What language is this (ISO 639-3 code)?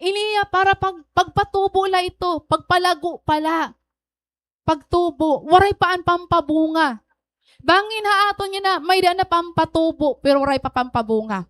war